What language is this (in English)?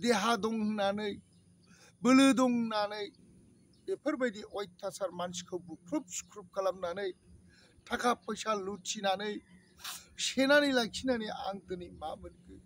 Bodo